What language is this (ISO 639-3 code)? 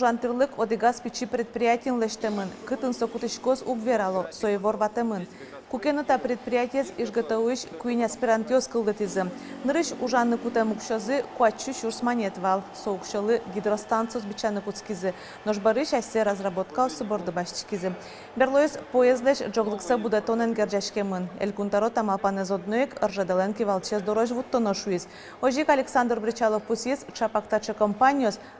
udm